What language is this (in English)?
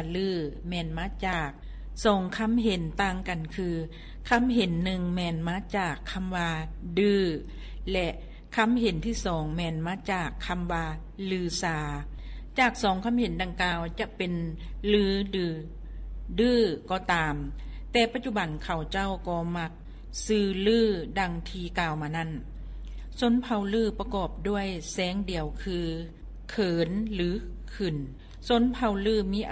Lao